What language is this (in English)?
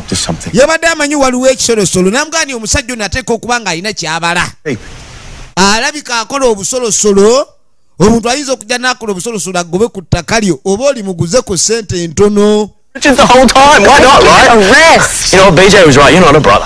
Ganda